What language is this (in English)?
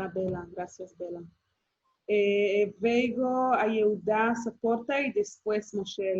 Ladino